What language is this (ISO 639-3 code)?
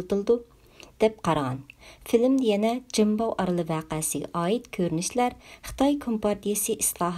uig